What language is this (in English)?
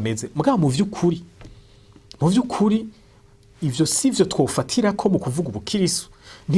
Rundi